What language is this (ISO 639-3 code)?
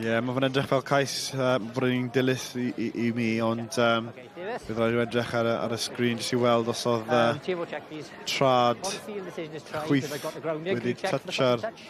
cym